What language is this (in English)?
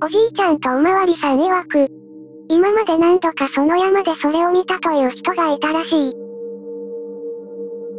Japanese